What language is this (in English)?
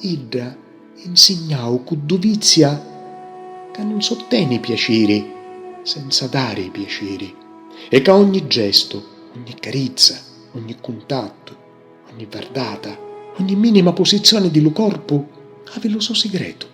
Sicilian